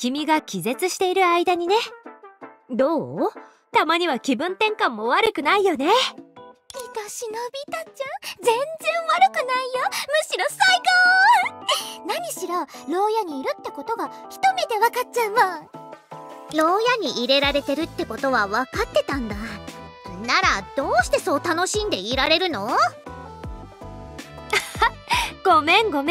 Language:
Japanese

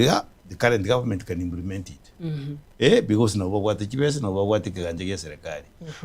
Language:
Gusii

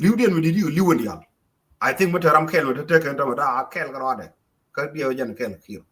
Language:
Nuer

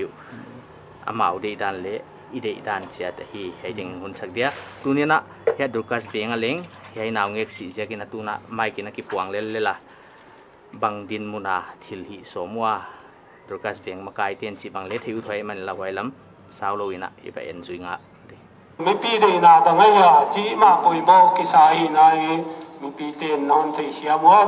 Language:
Paite Chin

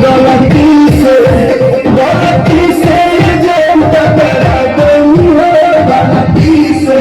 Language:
Maithili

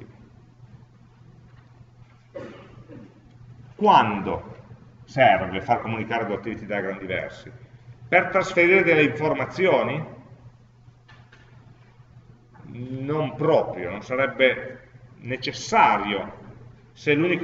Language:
Italian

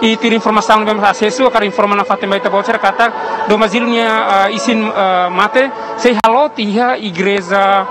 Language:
Tetum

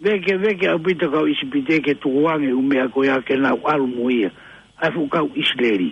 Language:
Tongan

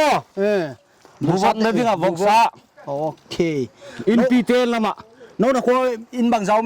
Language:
Paite Chin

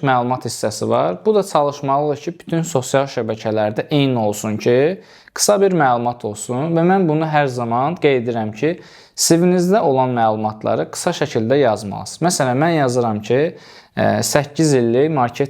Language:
Azerbaijani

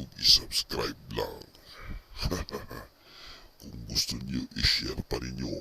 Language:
Cebuano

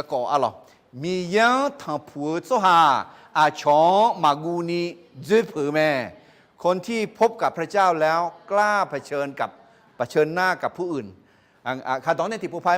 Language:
Akha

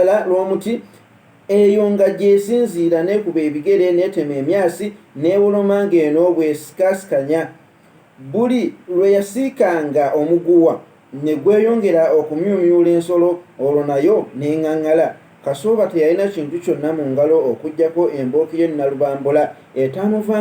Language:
Ganda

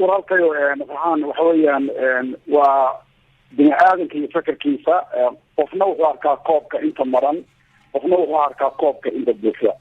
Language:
Somali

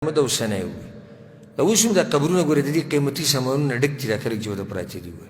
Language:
Pashto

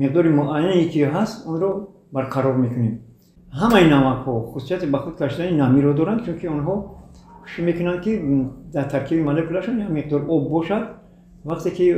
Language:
Tajik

